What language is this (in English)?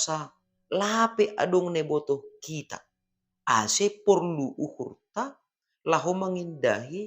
Batak Simalungun